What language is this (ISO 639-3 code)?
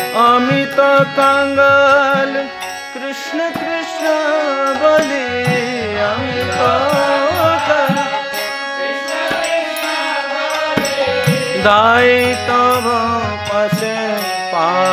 ben